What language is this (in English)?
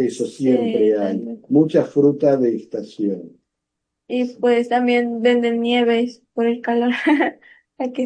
Spanish